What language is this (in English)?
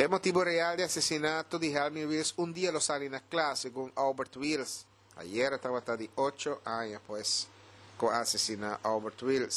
Papiamento